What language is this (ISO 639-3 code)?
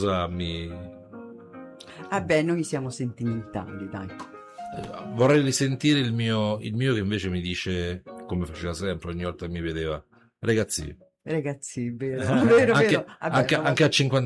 ita